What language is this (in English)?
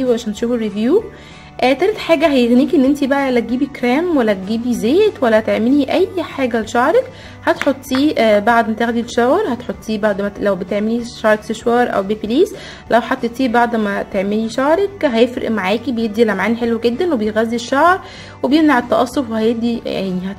Egyptian Arabic